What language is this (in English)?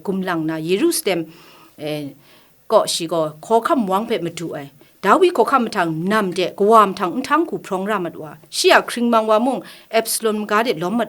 Kachin